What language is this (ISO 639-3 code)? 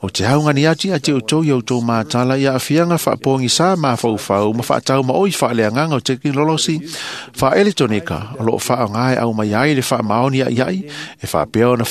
smo